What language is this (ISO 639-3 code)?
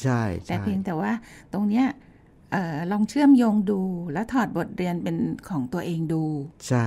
tha